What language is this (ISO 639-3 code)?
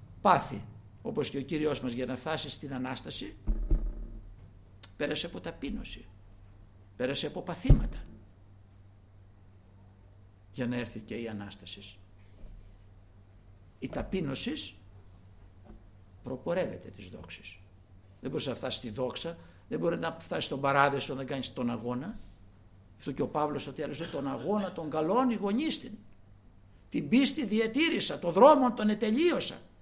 ell